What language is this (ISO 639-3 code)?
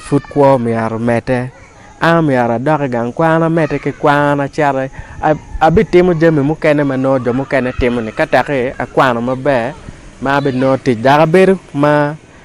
ach